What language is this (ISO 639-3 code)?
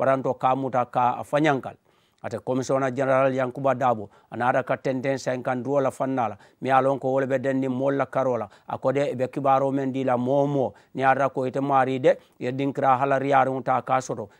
man